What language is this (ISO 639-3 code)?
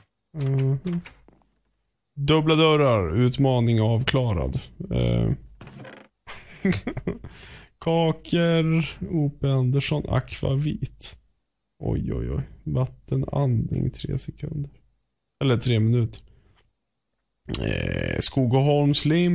swe